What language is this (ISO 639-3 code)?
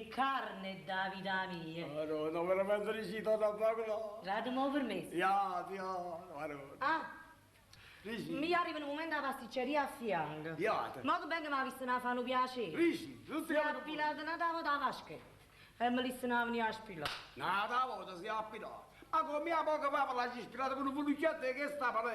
nap